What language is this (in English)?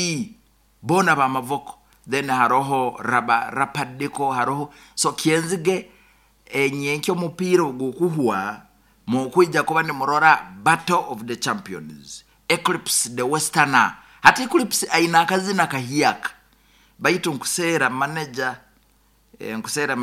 Nyoro